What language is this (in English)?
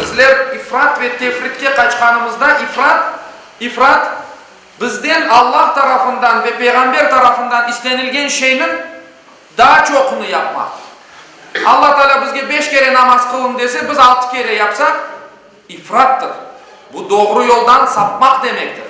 Crimean Tatar